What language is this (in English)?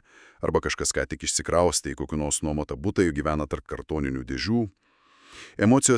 Lithuanian